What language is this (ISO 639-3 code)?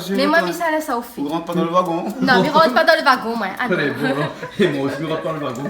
rcf